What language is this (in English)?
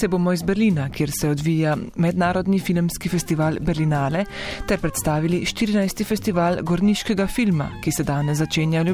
Slovenian